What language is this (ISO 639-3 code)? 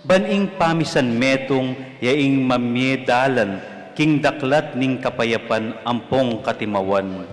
pam